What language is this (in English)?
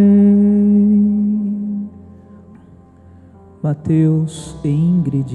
Portuguese